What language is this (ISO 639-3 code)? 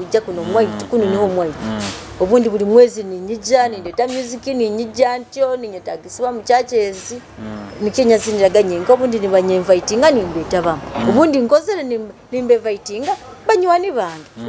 nyo